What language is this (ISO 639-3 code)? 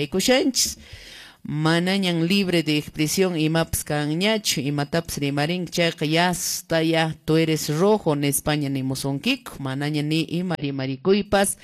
que